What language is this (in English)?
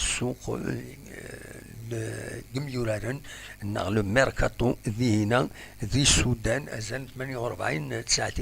Kabyle